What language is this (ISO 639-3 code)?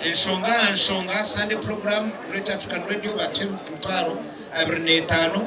nyn